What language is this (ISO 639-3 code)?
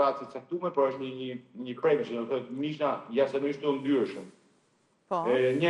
sqi